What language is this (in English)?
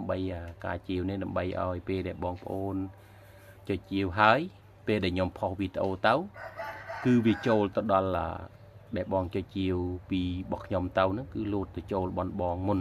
Khmer